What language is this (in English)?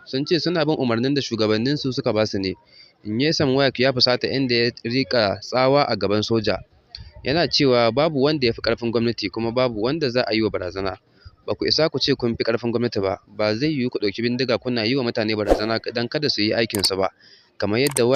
Hausa